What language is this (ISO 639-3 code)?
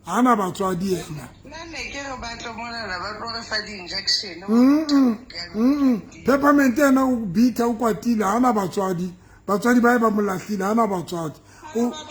sot